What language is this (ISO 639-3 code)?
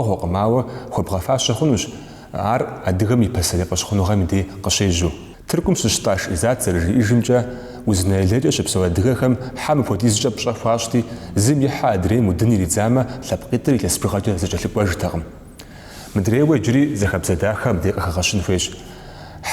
kbd